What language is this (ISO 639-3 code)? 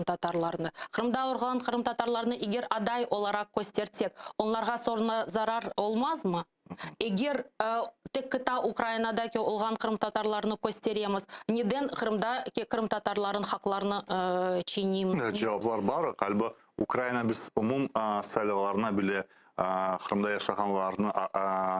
crh